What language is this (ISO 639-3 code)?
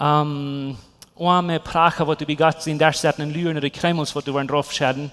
pdt